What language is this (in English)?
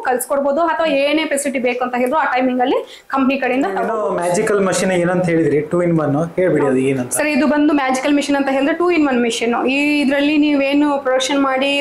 Kannada